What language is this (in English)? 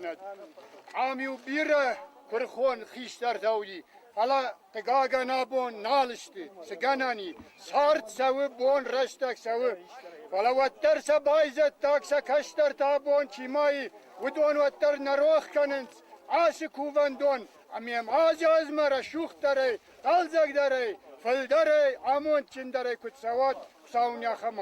Ossetic